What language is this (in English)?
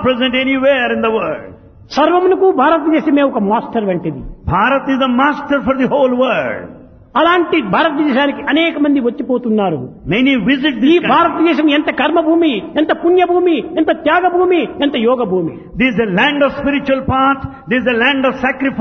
Telugu